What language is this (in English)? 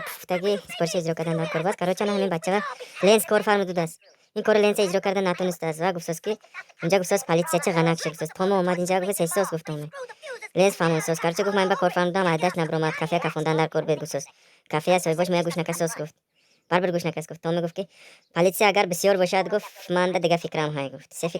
Tajik